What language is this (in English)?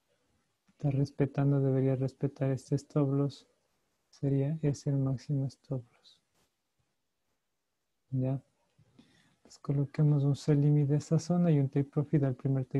Spanish